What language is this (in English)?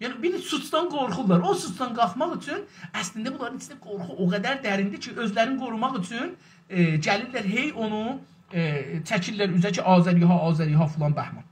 South Azerbaijani